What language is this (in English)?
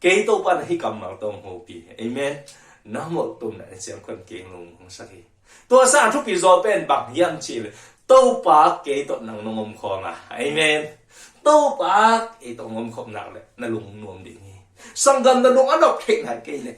Tedim Chin